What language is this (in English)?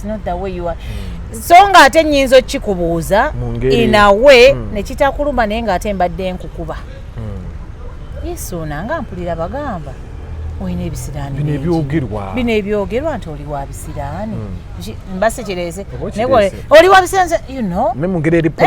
Ganda